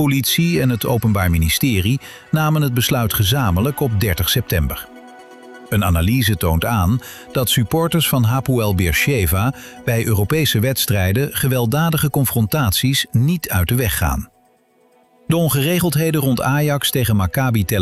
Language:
Dutch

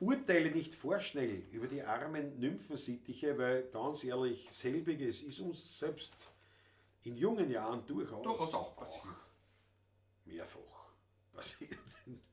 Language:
Bavarian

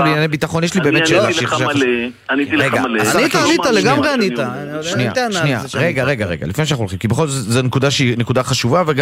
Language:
Hebrew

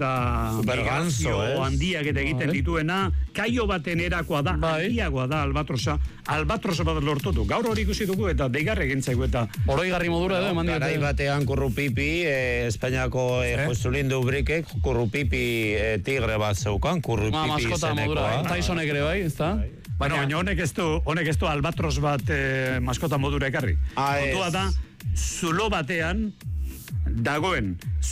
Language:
Basque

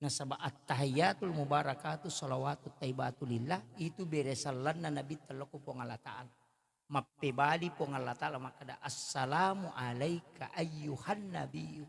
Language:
Buginese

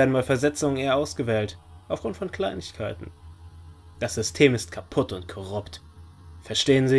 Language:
German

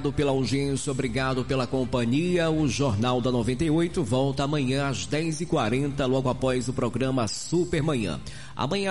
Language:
Portuguese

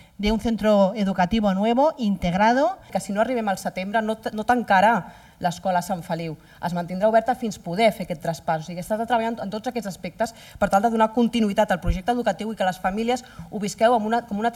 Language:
Catalan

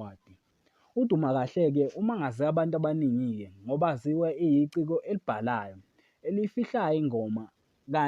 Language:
Zulu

